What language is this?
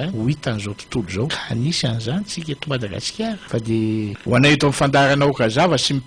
Malagasy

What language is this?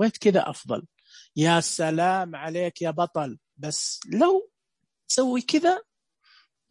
Najdi Arabic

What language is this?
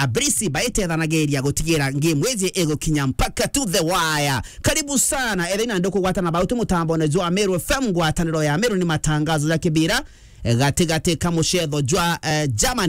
Meru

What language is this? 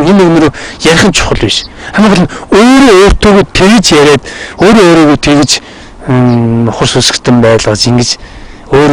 Mongolian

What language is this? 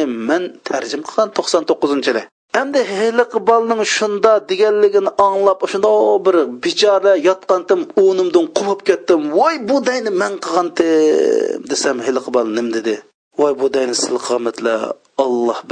Uyghur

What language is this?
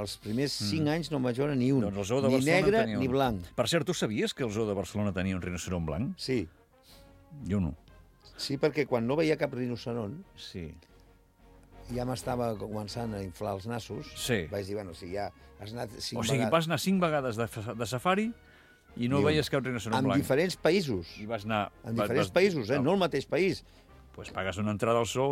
Catalan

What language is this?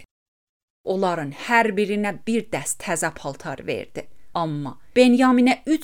Azerbaijani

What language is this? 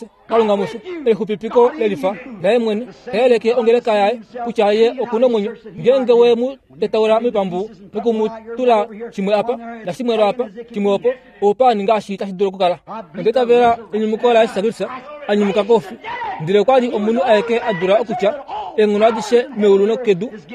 Kuanyama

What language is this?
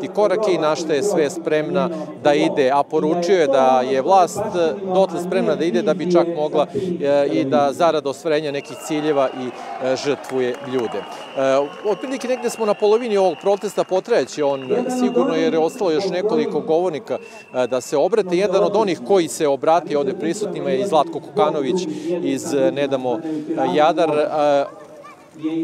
Serbian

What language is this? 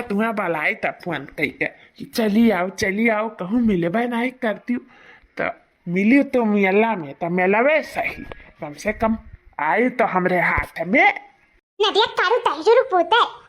Awadhi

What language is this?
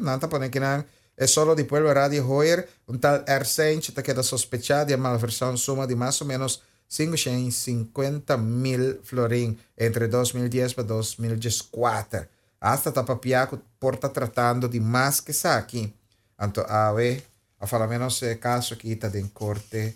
Papiamento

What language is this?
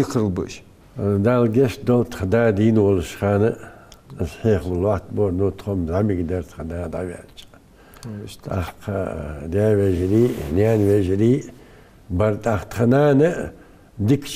Ingush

